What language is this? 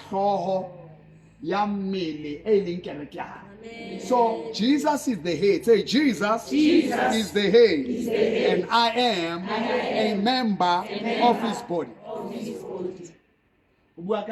Southern Sotho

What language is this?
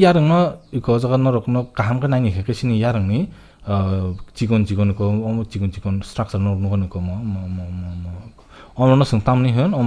Kok Borok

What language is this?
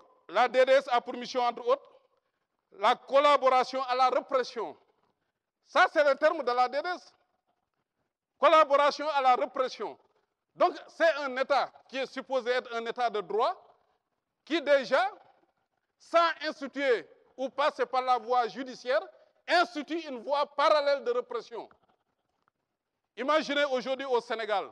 French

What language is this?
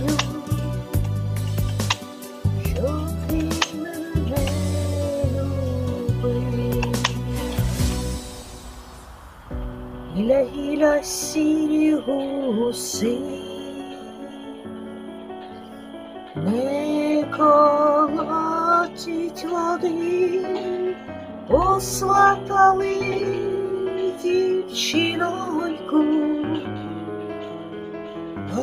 Ukrainian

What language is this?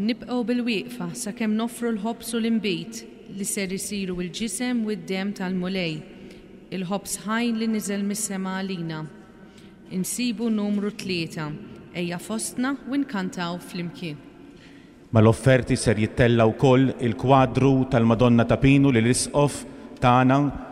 Maltese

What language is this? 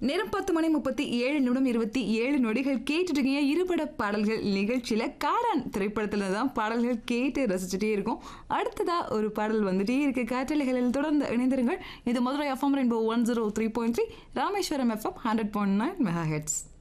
Tamil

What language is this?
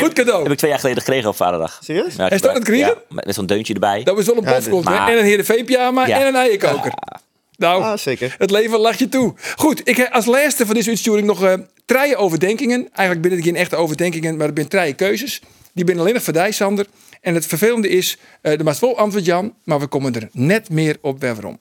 Western Frisian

